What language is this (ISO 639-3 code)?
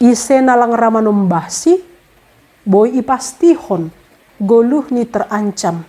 bts